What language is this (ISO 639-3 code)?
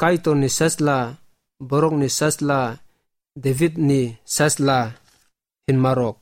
trp